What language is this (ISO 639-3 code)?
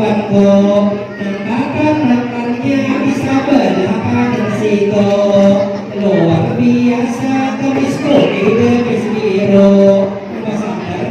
bjn